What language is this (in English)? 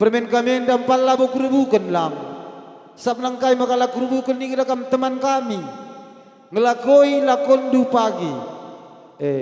Batak Karo